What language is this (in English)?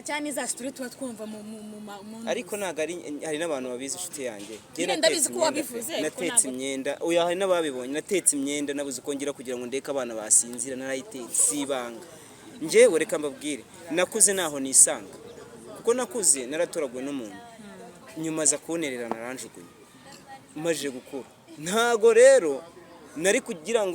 Kinyarwanda